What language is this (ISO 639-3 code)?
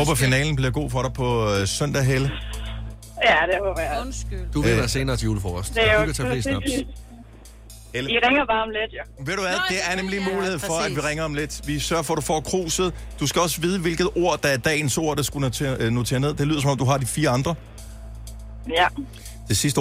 dan